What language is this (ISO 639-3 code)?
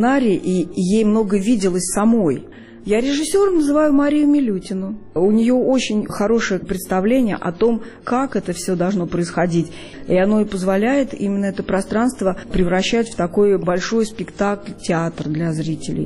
rus